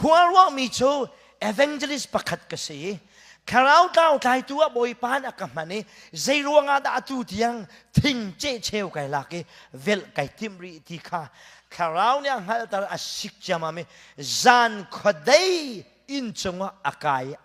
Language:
Hakha Chin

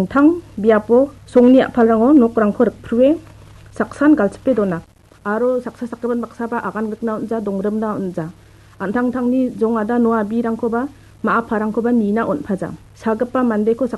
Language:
Garo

